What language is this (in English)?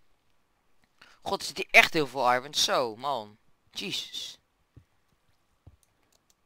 Dutch